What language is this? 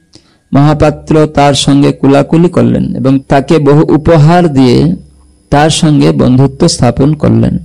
Bangla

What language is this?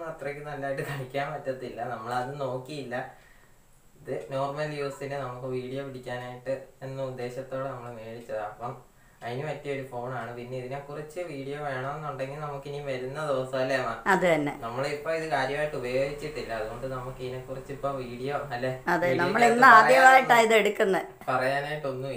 Malayalam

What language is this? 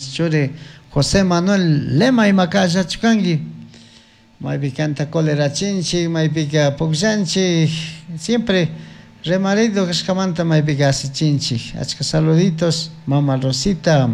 Chimborazo Highland Quichua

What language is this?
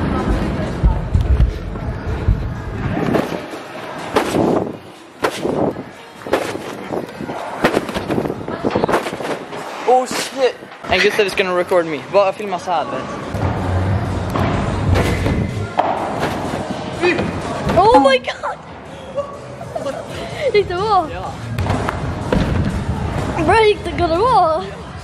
Swedish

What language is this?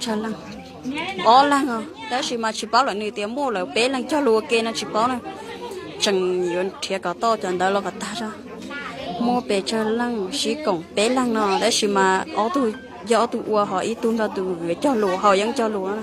Hmong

